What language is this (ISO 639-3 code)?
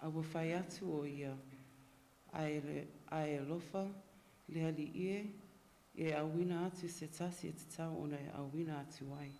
smo